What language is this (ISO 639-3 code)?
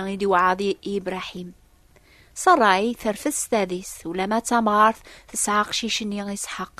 kab